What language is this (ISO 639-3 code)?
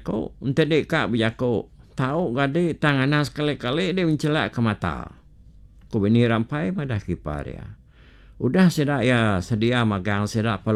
iba